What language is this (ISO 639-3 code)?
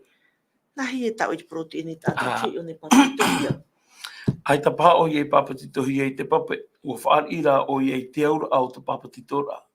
tah